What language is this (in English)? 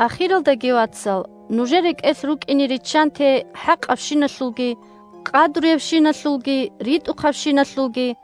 Avaric